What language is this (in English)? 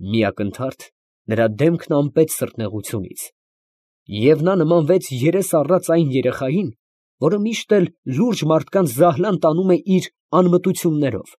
Armenian